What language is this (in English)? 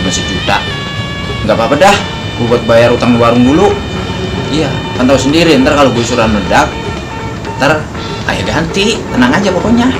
Betawi